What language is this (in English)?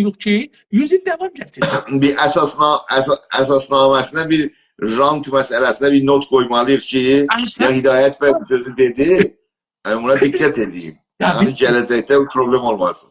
South Azerbaijani